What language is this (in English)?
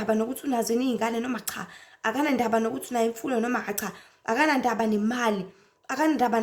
Zulu